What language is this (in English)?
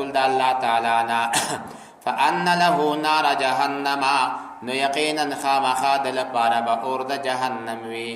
Pashto